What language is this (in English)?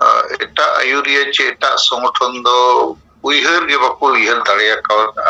Santali